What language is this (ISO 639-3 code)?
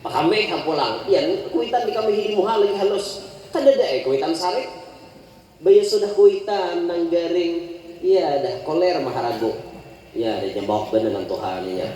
bjn